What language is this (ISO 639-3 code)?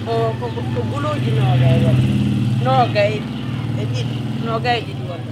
fuf